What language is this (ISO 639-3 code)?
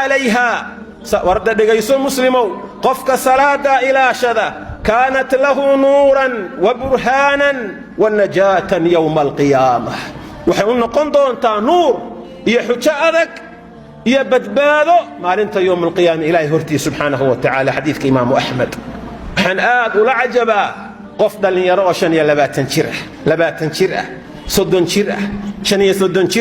som